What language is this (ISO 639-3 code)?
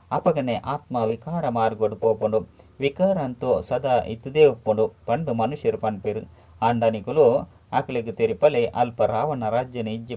tcy